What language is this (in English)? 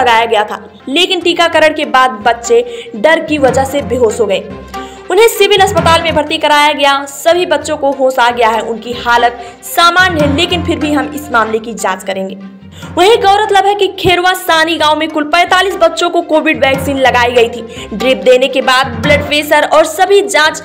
Hindi